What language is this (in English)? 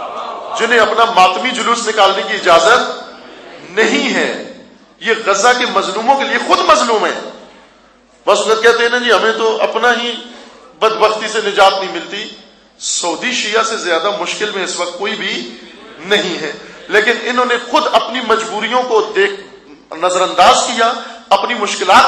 Urdu